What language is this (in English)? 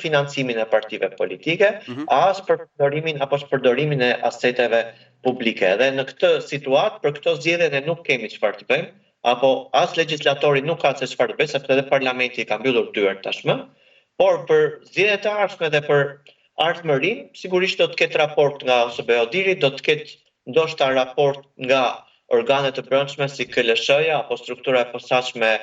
Albanian